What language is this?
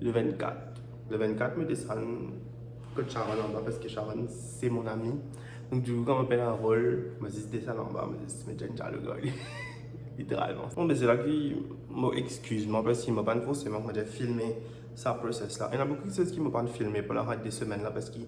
Morisyen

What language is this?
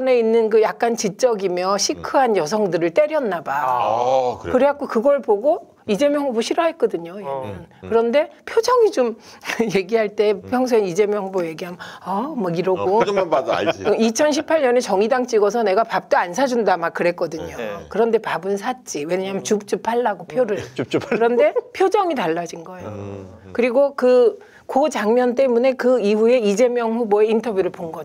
Korean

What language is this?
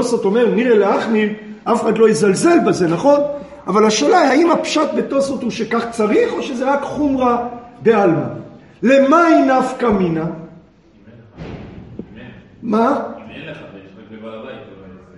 Hebrew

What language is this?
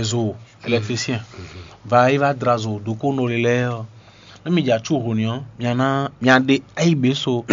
Fon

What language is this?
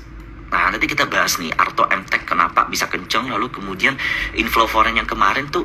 Indonesian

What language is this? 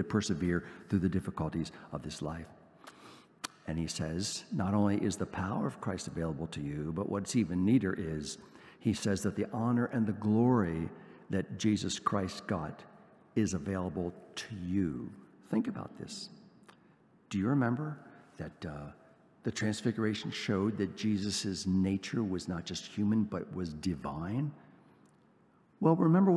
English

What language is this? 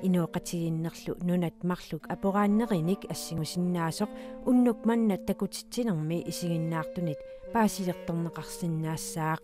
Kalaallisut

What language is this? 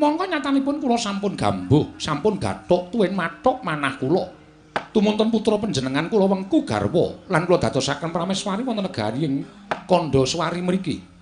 Javanese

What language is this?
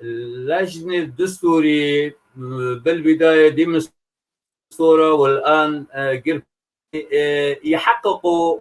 North Levantine Arabic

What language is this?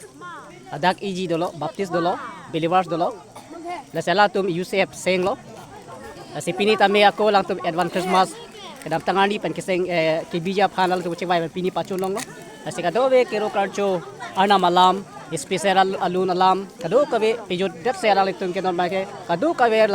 Karbi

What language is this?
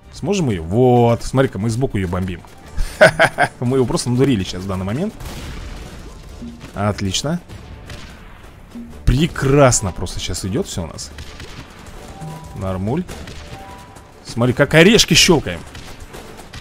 Russian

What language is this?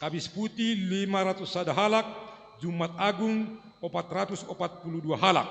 Batak Simalungun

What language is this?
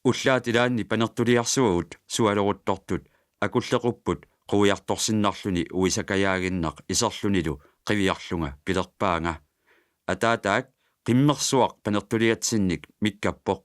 Kalaallisut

